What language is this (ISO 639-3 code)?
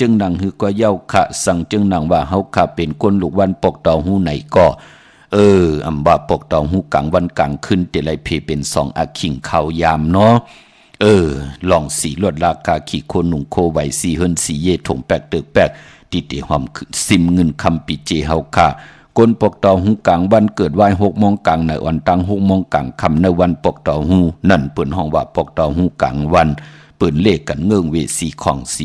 shn